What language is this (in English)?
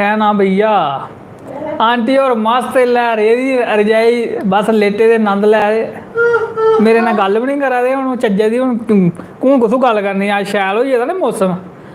Dogri